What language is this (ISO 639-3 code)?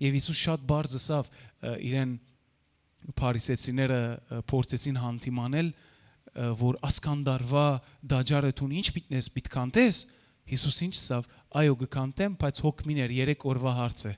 hyw